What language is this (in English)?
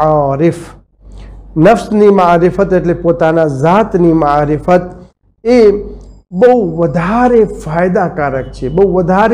Gujarati